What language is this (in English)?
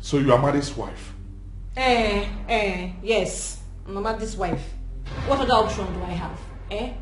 Nigerian Pidgin